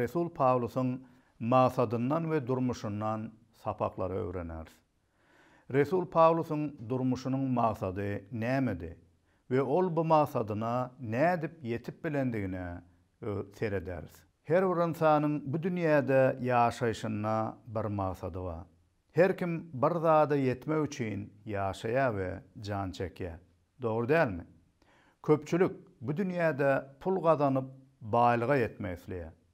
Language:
Turkmen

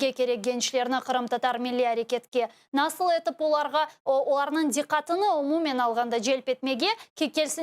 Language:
Crimean Tatar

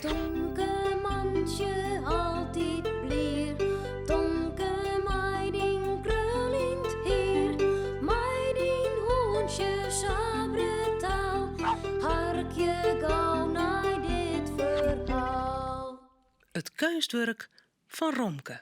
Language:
Western Frisian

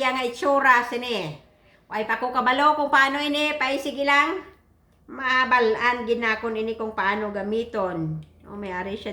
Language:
Hiligaynon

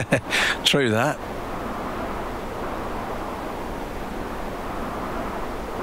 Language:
English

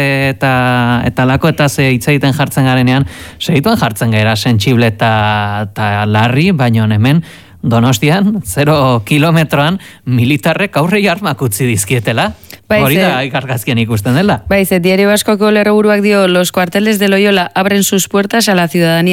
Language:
Basque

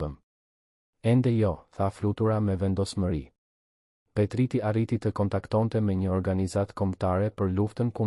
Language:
Albanian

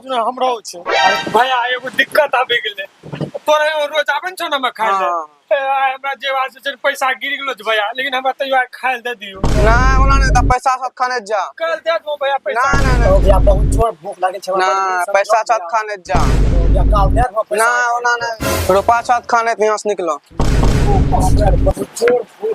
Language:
Angika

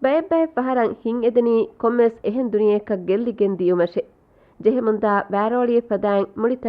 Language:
Divehi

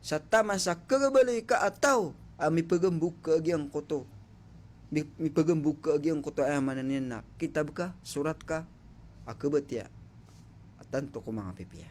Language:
Maranao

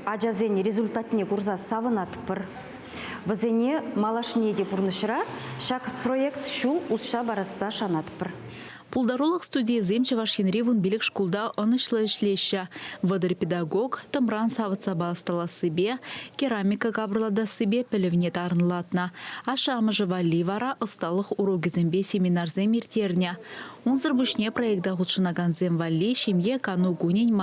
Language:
Chuvash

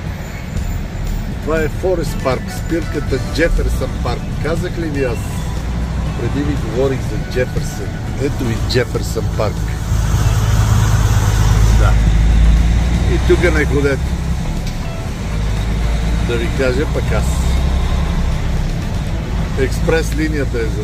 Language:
Bulgarian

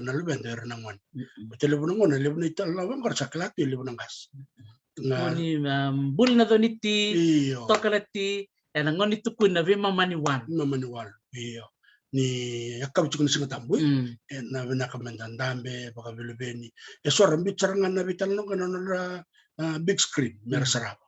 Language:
Fijian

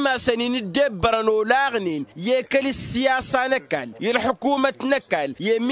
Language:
Tamasheq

